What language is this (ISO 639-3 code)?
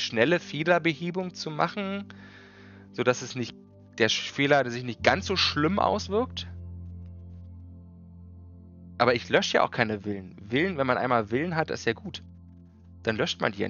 deu